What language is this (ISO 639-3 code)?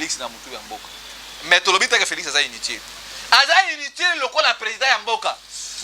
lin